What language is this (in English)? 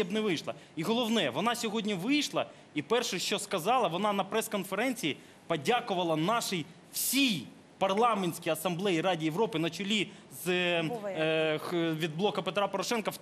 Ukrainian